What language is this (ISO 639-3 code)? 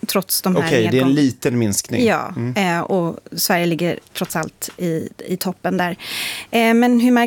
swe